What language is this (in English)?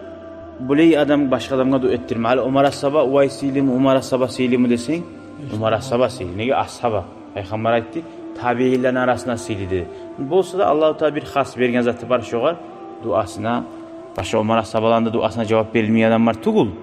Kumyk